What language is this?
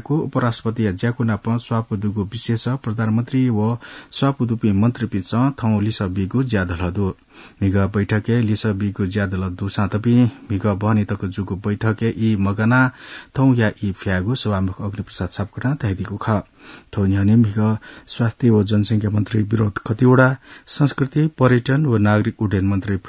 Newari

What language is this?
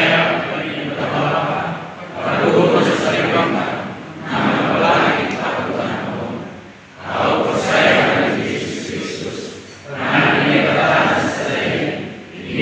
Batak Simalungun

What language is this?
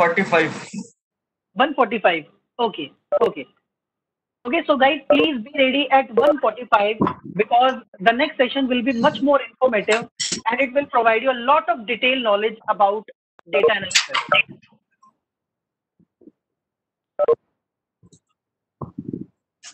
English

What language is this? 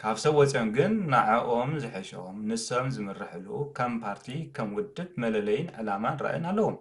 Tigrinya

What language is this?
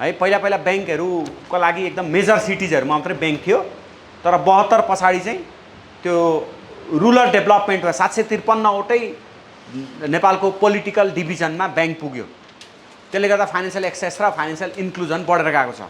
Nepali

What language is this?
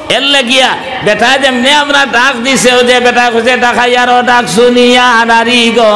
Sylheti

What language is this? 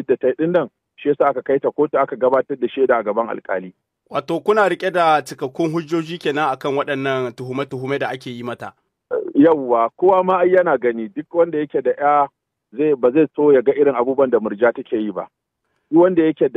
Hausa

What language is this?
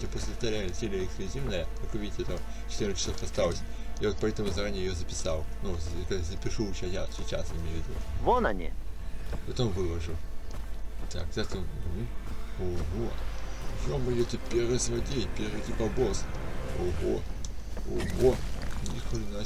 Russian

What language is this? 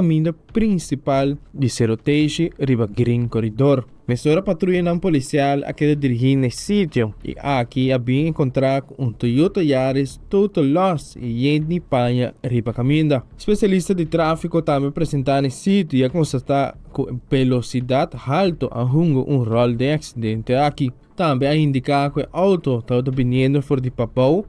Papiamento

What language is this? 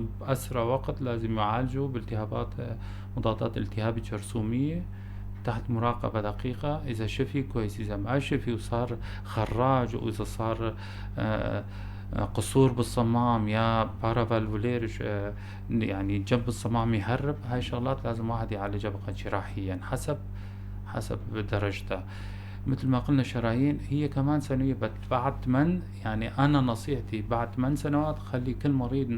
North Levantine Arabic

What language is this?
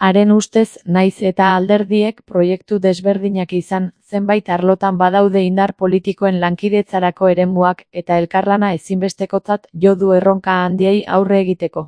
Basque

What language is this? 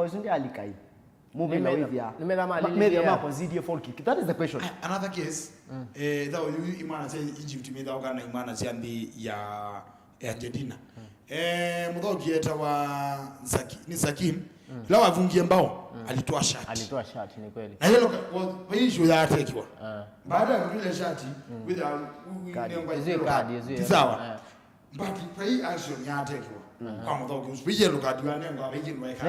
Kamba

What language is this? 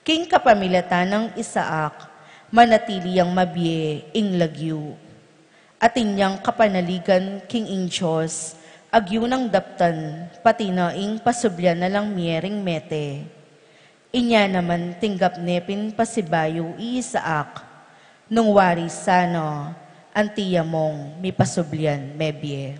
Pampanga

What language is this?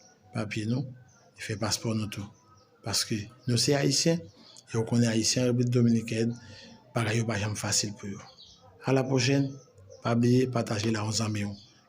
Haitian Creole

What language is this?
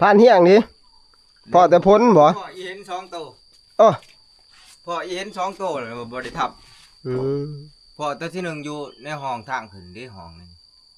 Northeastern Thai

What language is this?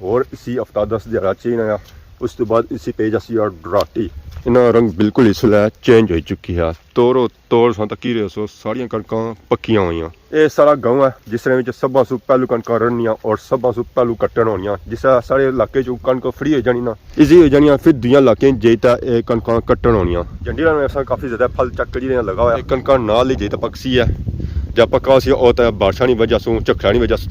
Pahari-Potwari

